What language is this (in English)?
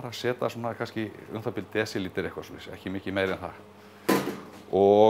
Icelandic